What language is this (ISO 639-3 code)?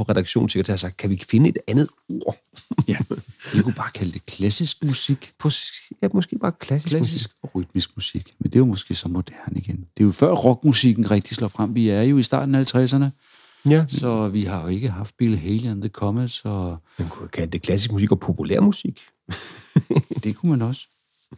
dan